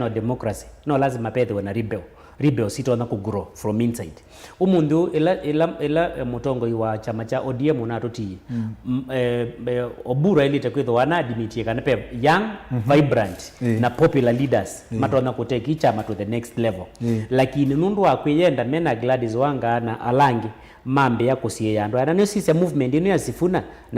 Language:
Kamba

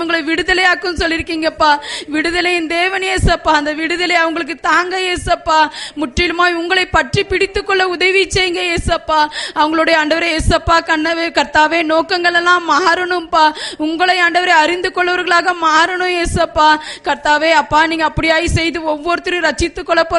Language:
Tamil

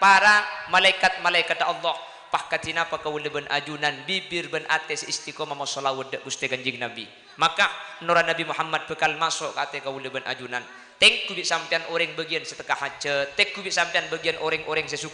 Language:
Madurese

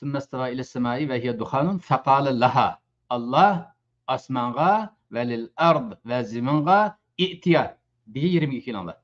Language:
Uyghur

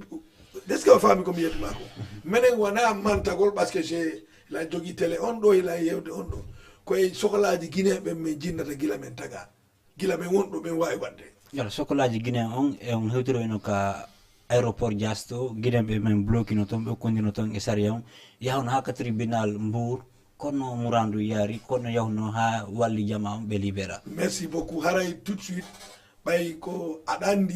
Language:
Fula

